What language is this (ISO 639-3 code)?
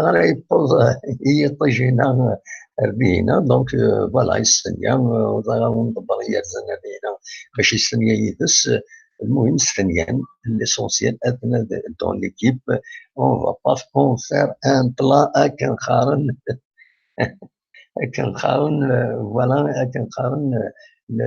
kab